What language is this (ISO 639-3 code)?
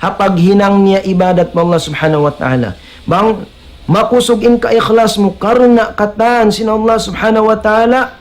tsg